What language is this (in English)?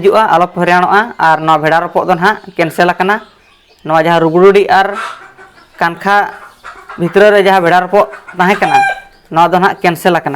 Santali